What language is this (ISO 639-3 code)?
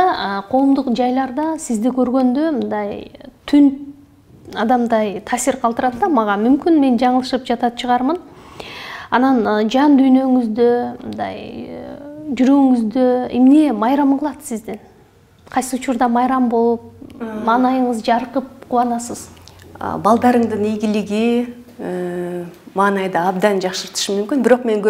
kir